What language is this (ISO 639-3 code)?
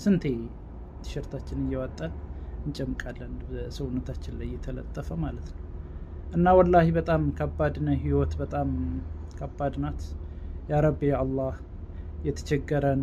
amh